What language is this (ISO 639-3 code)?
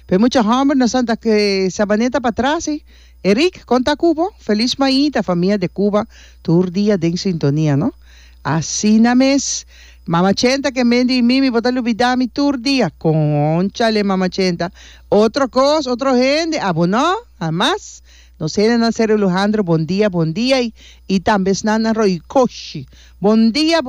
pap